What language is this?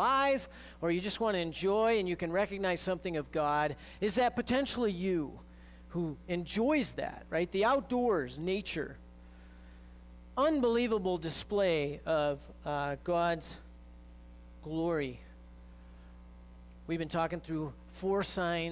English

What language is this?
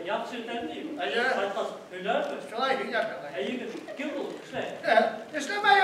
Bashkir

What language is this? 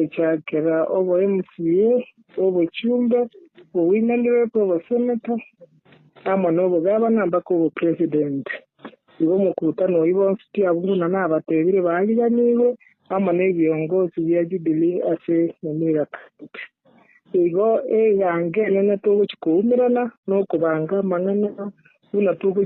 Gusii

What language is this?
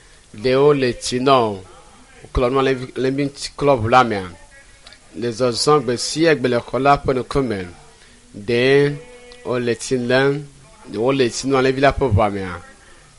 Ewe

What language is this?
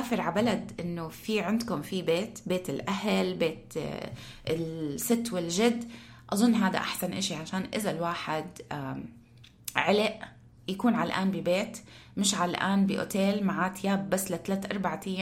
North Levantine Arabic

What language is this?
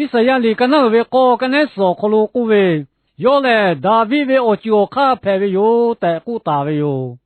Lahu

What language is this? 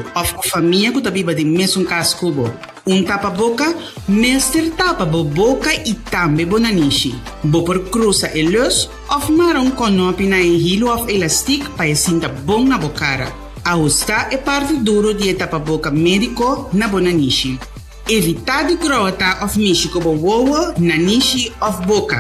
Papiamento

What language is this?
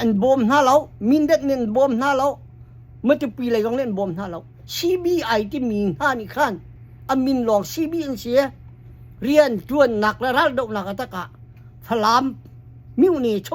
Hakha Chin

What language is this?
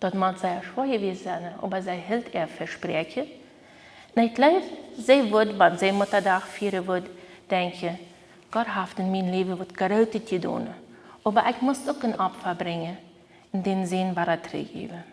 Plautdietsch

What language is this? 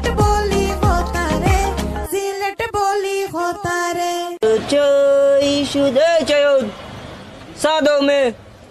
Sylheti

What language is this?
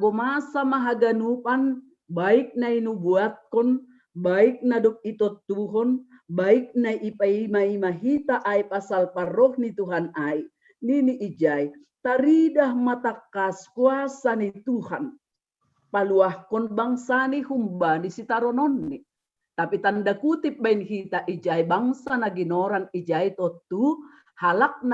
Batak Simalungun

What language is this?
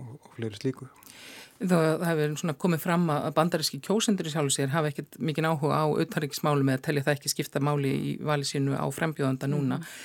Icelandic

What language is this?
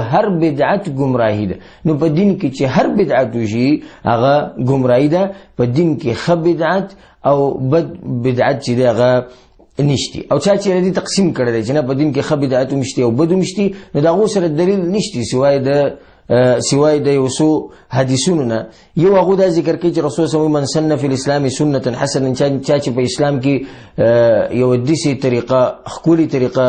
Pashto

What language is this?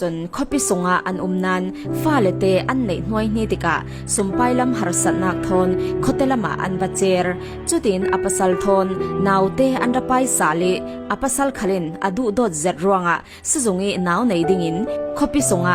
Falam Chin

